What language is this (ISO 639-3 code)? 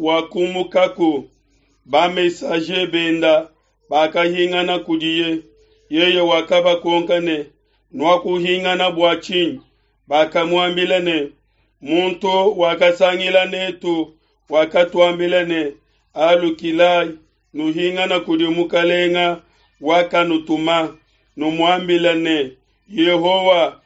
lua